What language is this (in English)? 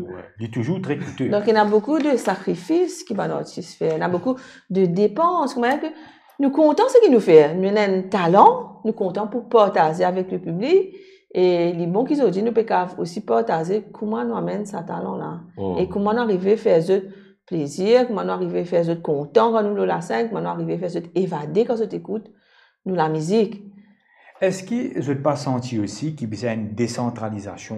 Morisyen